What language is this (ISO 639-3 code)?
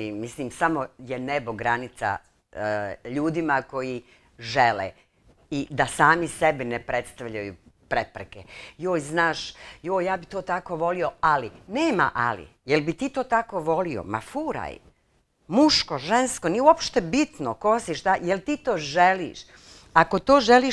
bos